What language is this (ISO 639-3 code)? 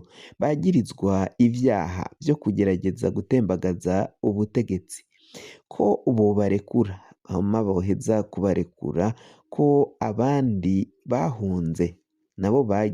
run